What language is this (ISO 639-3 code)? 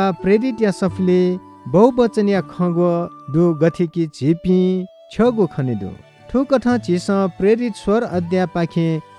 new